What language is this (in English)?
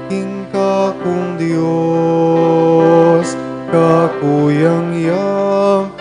Pampanga